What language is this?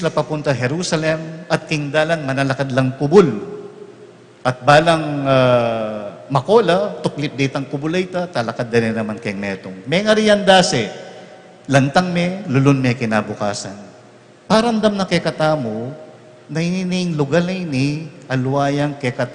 Pampanga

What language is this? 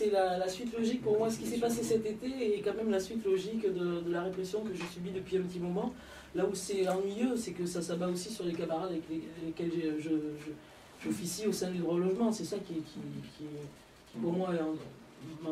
French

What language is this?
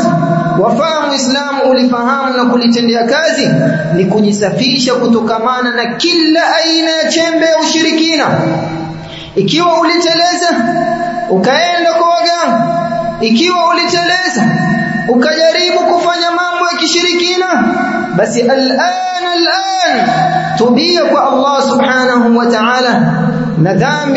Swahili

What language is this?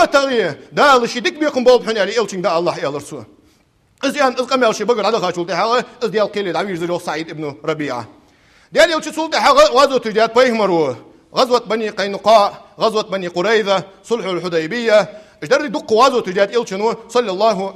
Ingush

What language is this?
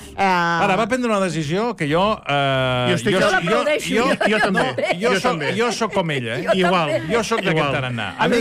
Catalan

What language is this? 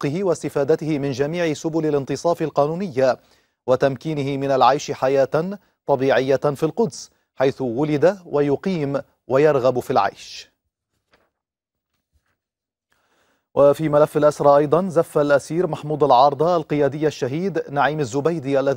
Arabic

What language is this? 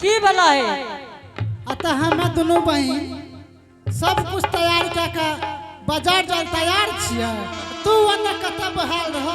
Angika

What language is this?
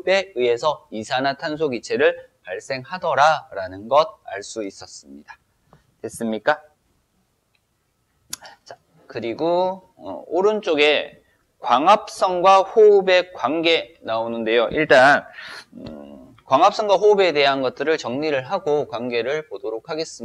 Korean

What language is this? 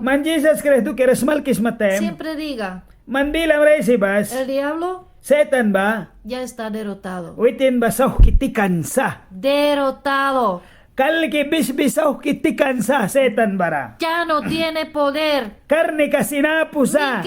Mískito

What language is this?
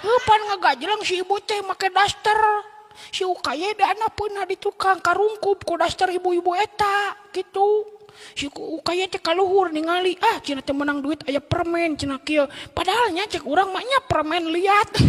Sundanese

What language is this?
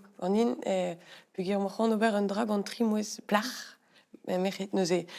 Breton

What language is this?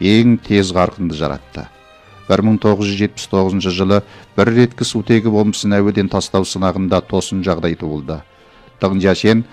Kazakh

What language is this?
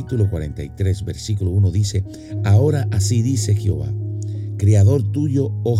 Spanish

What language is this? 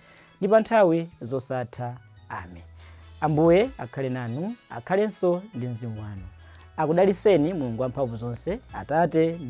Nyanja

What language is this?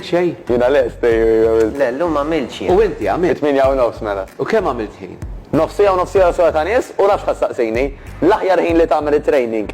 Maltese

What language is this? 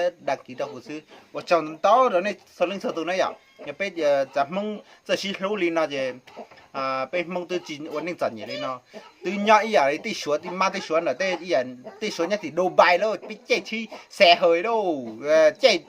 Hmong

